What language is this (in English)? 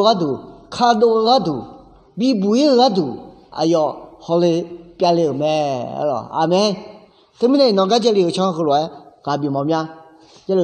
Akha